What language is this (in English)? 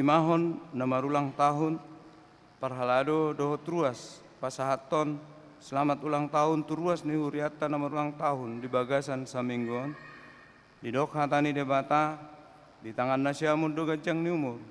Batak Toba